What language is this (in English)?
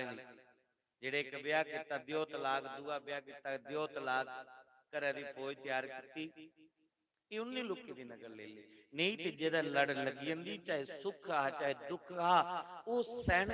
Dogri